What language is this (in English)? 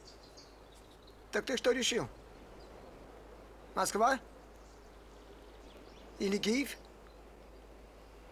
Russian